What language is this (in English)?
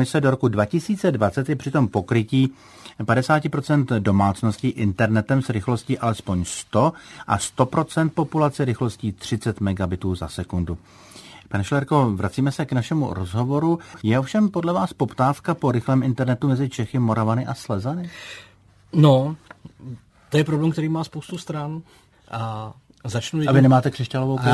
Czech